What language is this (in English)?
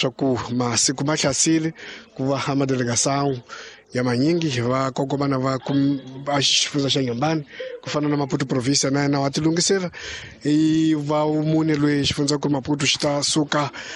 Tsonga